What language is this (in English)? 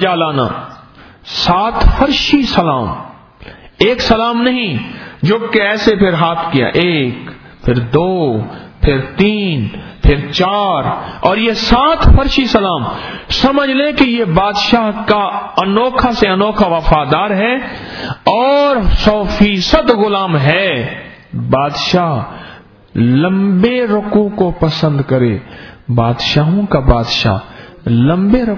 Urdu